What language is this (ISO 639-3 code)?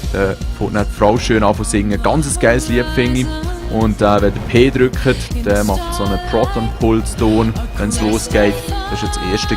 gsw